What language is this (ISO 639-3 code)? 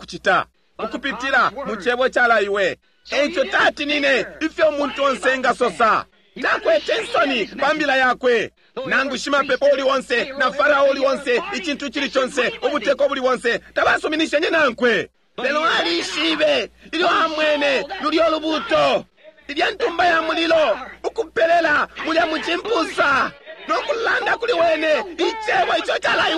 bem